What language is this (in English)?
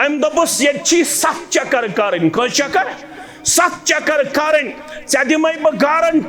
Kashmiri